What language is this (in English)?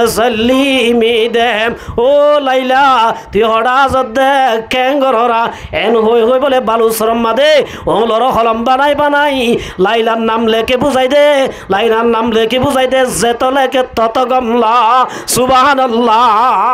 Rohingya